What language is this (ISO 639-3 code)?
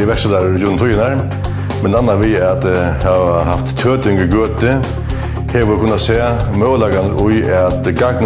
fao